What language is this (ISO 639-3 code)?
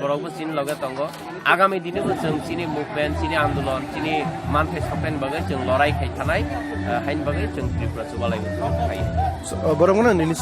trp